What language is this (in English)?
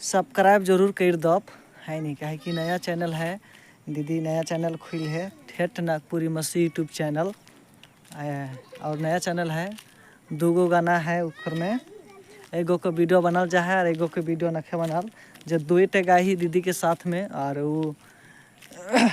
Sadri